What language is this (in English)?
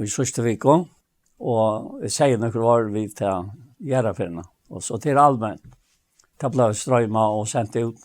Faroese